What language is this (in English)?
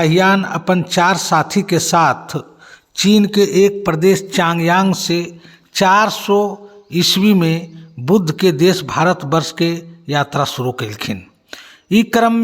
Magahi